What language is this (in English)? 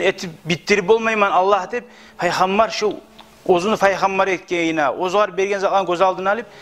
Kumyk